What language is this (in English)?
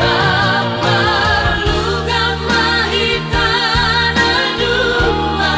Batak Toba